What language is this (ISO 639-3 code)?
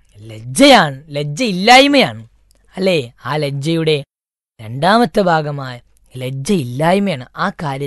mal